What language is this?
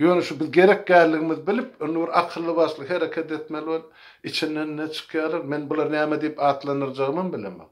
Turkmen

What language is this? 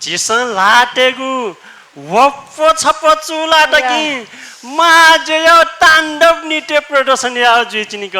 Newari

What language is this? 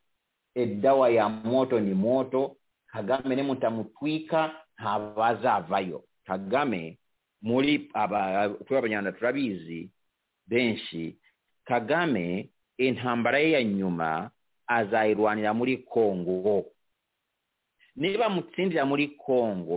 Kinyarwanda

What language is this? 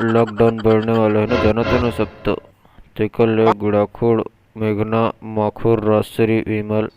Chhattisgarhi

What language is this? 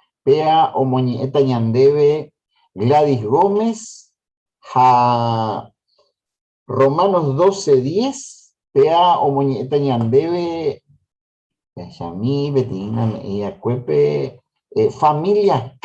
Guarani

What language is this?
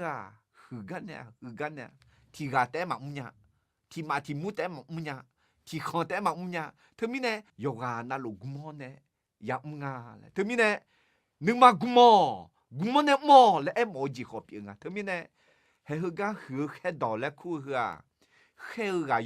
Akha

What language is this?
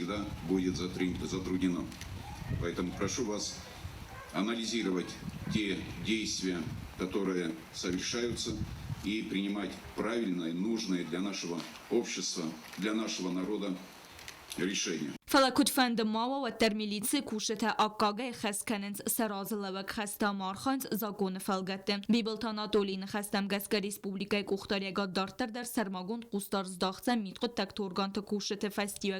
Ossetic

